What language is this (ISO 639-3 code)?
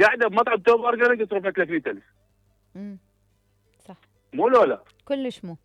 acm